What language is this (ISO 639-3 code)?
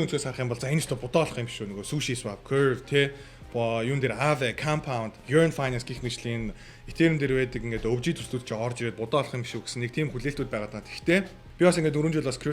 mon